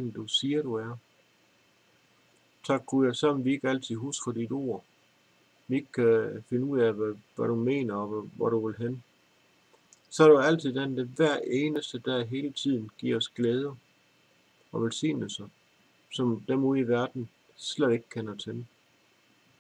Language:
Danish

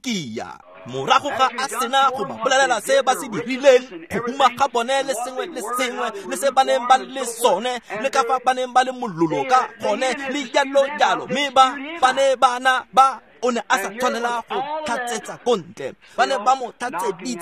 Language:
Tswana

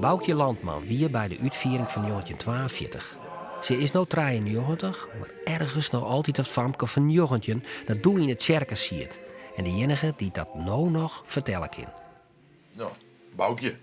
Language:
Western Frisian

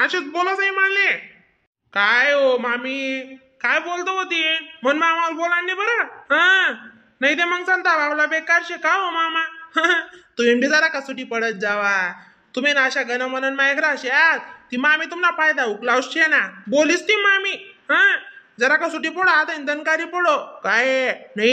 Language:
Khandesi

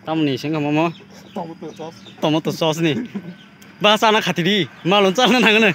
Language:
Kok Borok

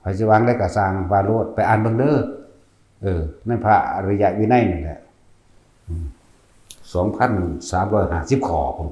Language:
Northeastern Thai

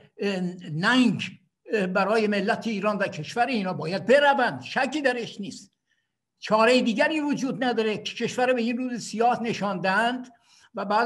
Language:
Persian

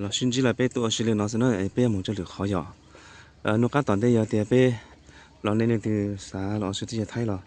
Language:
Hmong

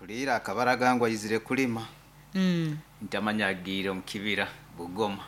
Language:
Nyoro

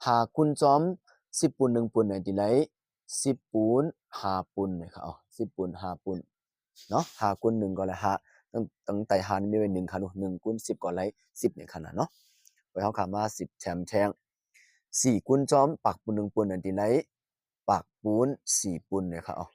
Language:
Shan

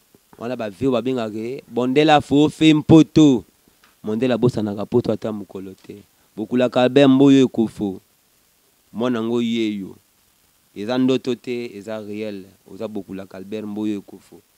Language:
Lingala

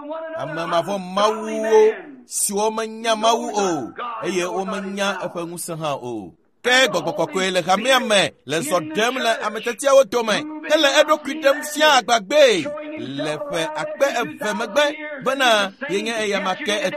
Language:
Ewe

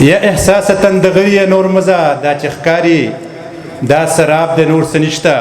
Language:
Pashto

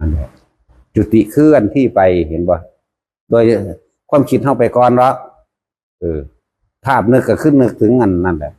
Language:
Northeastern Thai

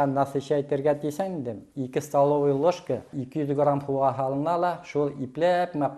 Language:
Bashkir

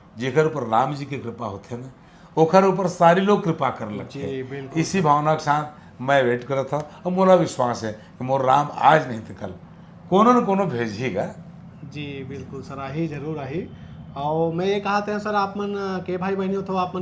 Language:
Chhattisgarhi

